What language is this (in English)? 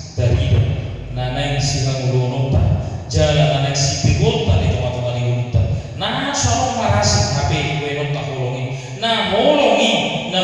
Batak Toba